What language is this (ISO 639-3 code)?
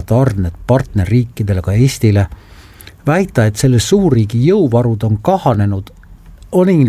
est